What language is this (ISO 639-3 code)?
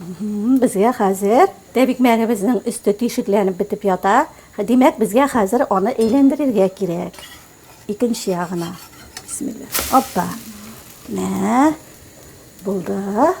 tat